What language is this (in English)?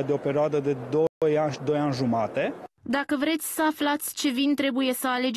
Romanian